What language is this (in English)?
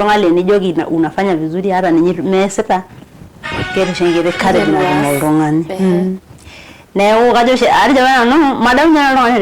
Masai